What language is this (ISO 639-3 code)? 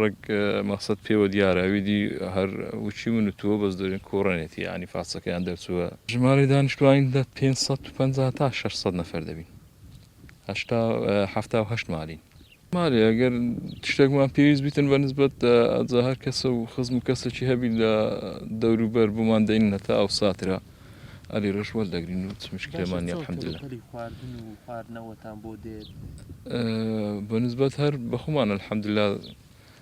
ckb